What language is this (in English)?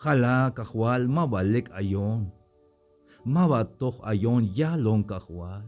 Tzeltal